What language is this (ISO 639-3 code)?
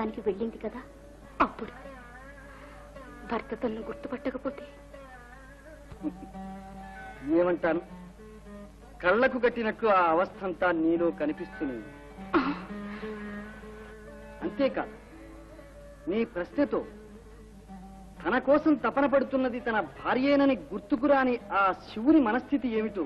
tel